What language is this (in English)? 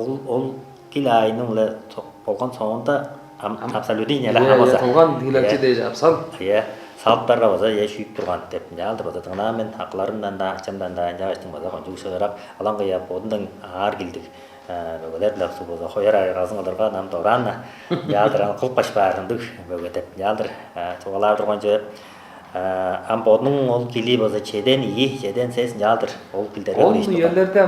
Tuvinian